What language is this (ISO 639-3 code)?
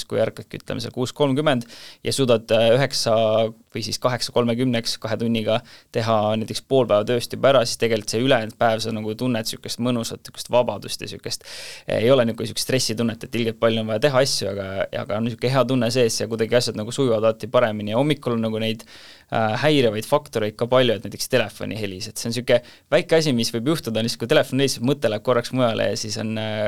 est